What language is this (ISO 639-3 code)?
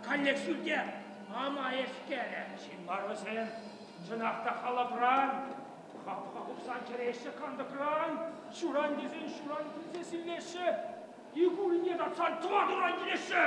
chv